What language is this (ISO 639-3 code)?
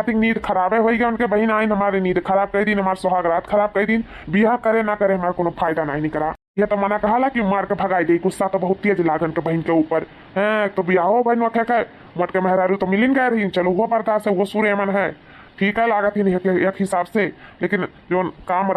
awa